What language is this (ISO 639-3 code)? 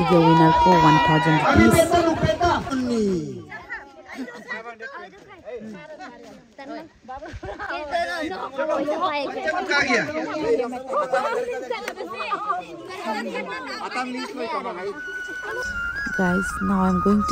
hin